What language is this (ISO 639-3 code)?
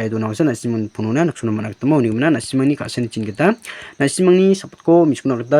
grt